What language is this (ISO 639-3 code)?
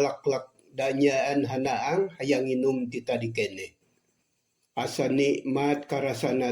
sun